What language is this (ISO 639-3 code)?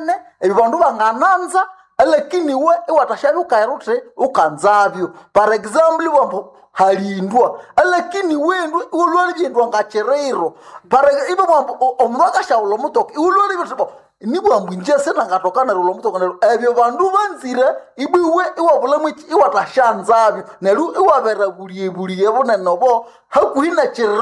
nnb